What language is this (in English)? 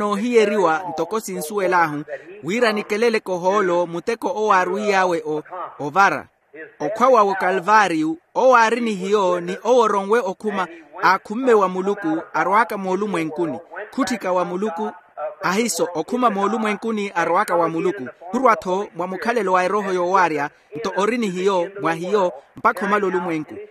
Makhuwa